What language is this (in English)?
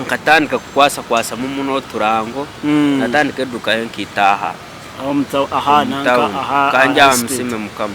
Nyankole